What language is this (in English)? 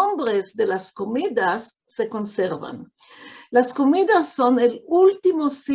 Ladino